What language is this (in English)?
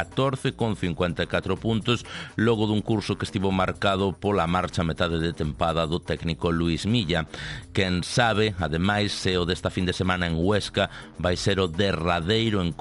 Galician